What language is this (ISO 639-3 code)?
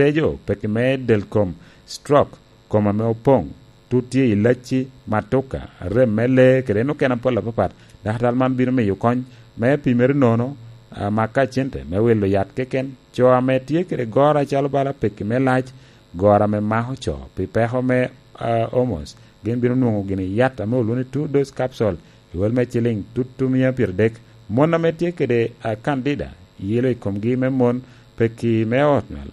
laj